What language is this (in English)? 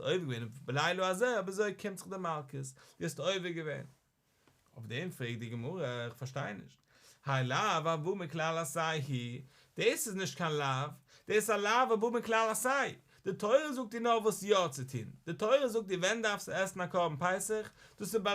Yiddish